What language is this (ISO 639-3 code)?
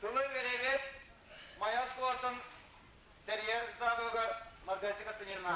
sah